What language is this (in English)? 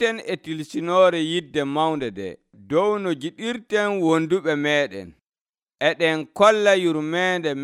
Nigerian Fulfulde